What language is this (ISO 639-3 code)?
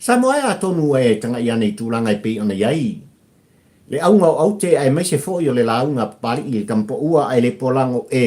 smo